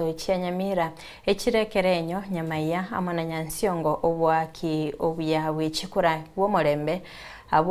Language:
Gusii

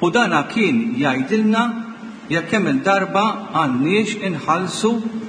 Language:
Maltese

